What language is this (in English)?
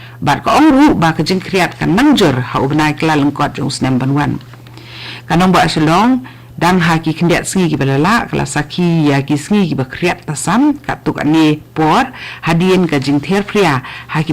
Khasi